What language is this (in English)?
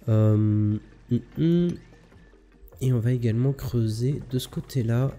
French